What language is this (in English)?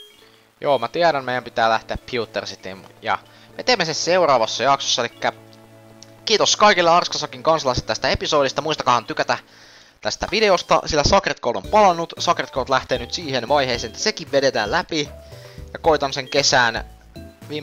Finnish